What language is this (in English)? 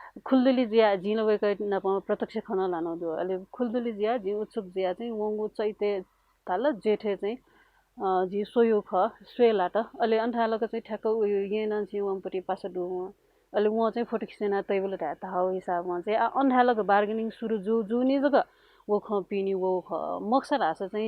Newari